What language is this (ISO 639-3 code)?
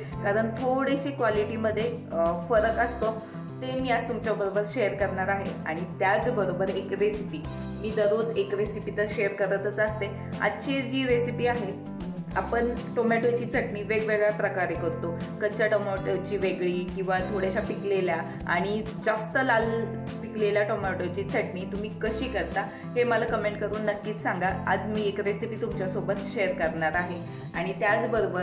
mar